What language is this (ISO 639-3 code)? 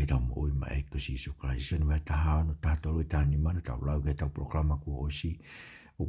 ton